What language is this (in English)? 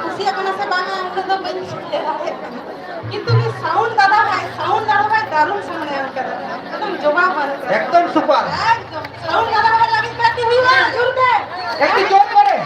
Santali